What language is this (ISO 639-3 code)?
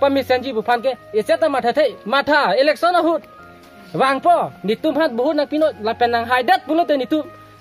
mjw